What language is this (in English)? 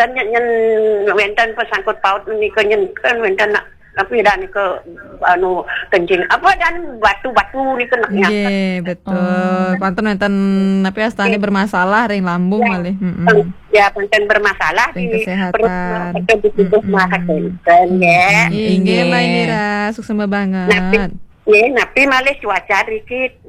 Balinese